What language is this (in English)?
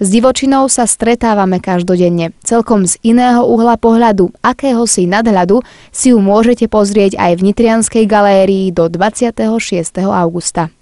Slovak